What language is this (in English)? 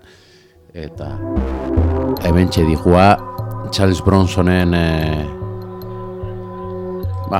Basque